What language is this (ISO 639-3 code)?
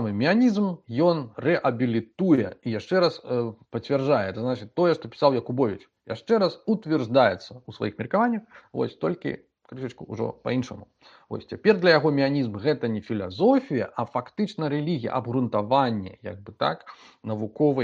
bel